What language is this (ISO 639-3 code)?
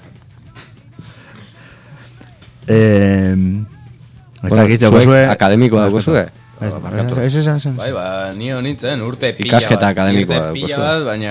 eus